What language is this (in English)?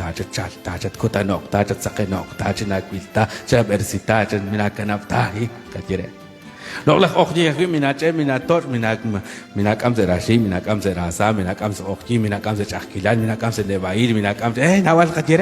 Kekchí